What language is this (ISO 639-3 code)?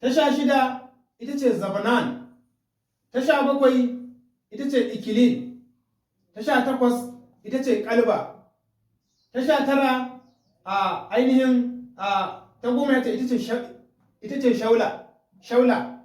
hau